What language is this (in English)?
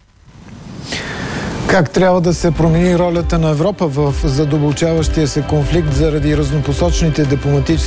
Bulgarian